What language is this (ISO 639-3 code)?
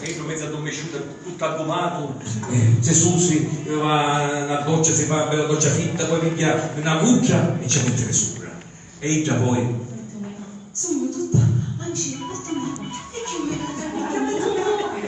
scn